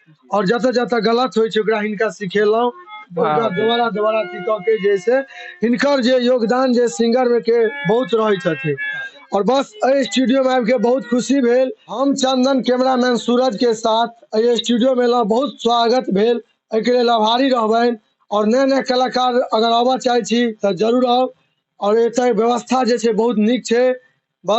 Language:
Maithili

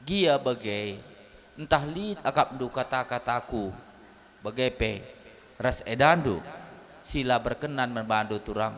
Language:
Batak Karo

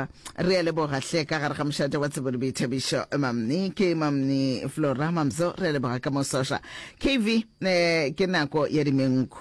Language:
Northern Sotho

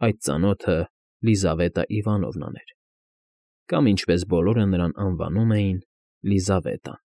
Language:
Armenian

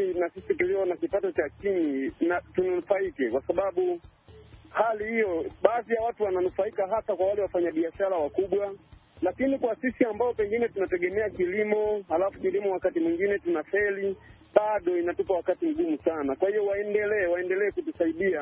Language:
Swahili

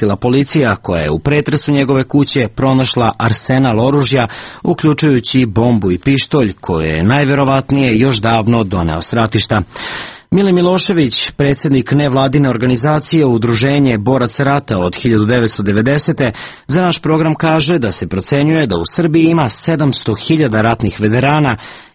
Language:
Serbian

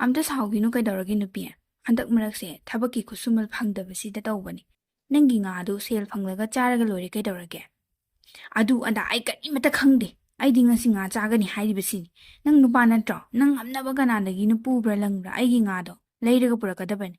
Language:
Manipuri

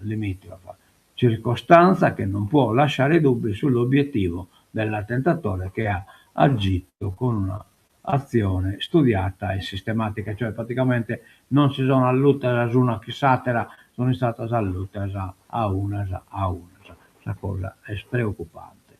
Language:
Sardinian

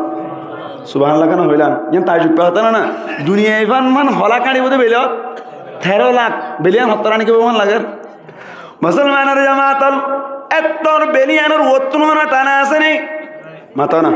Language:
Rohingya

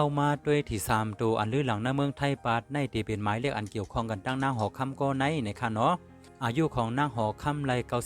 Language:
Shan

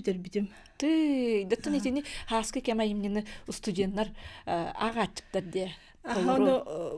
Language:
Yakut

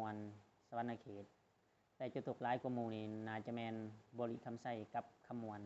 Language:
Lao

